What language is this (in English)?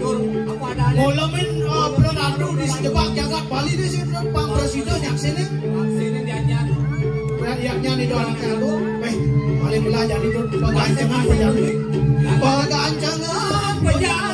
Balinese